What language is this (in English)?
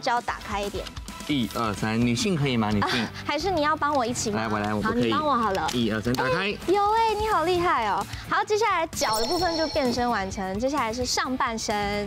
Chinese